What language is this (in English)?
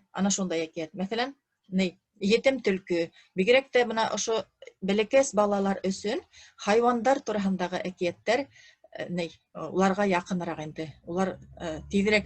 Bashkir